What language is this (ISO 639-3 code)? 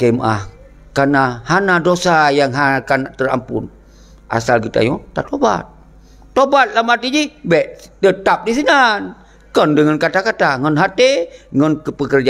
ace